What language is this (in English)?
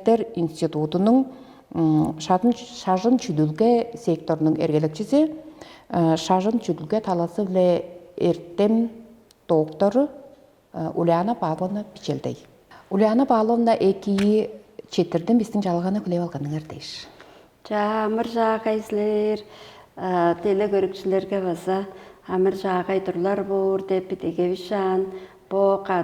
Tuvinian